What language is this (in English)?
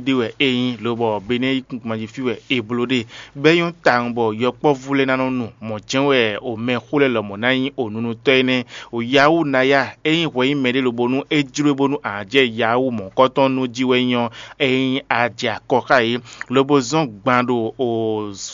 Fon